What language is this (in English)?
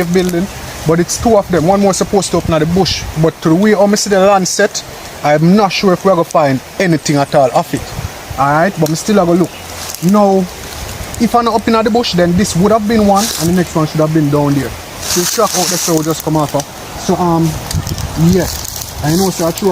Jamaican Creole English